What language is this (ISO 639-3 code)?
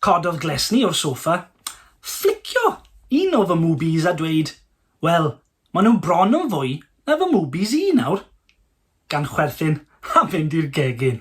cym